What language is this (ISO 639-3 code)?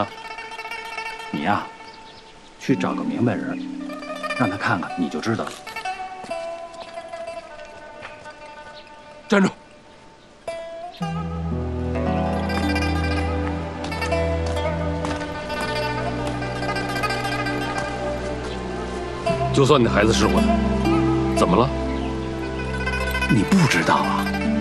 zho